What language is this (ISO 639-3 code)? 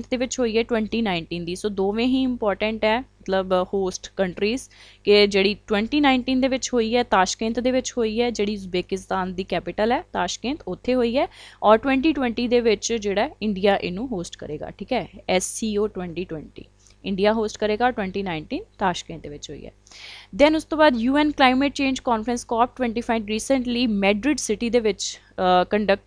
pan